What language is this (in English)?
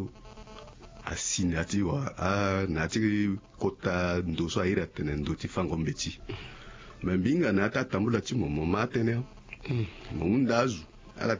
Sango